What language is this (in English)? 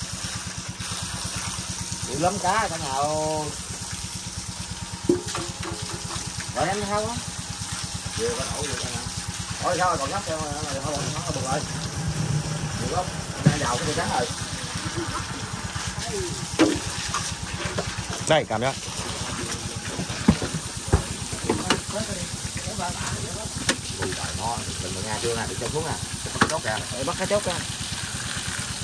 Vietnamese